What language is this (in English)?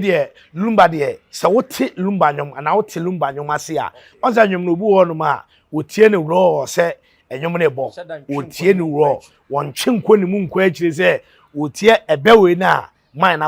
Akan